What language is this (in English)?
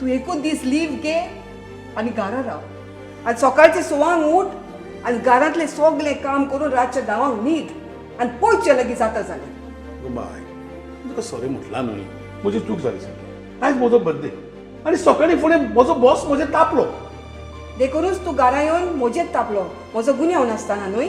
Konkani